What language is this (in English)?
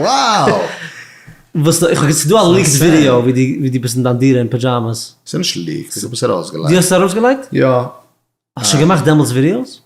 Yiddish